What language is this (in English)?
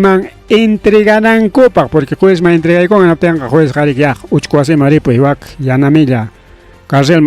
Ayacucho Quechua